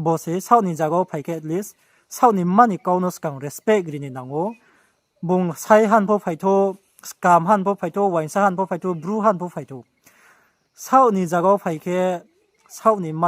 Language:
Riang (India)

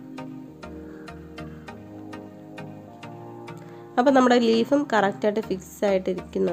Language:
Malayalam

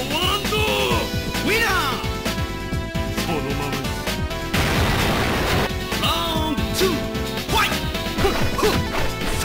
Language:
Japanese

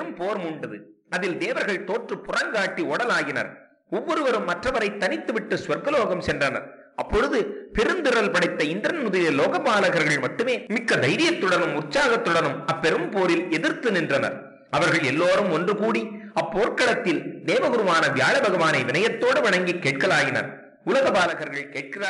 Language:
Tamil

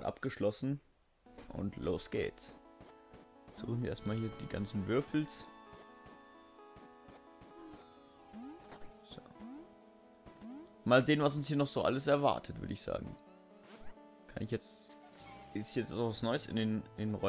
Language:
German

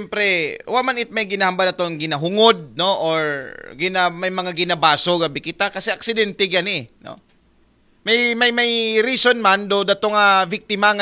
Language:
Aklanon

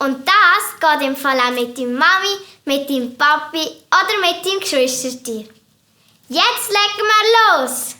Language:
Swiss German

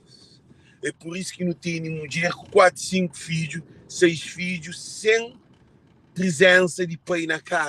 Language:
Kabuverdianu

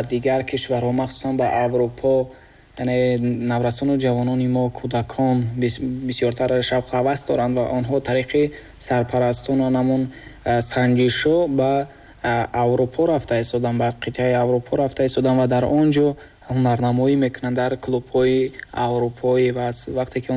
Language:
Tajik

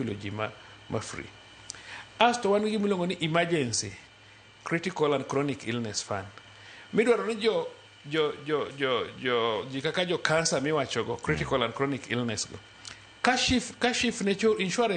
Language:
Luo (Kenya and Tanzania)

